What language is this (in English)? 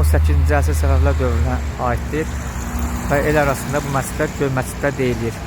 Azerbaijani